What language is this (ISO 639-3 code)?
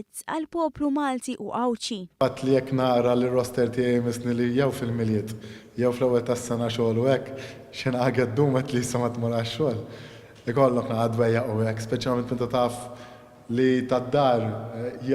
mlt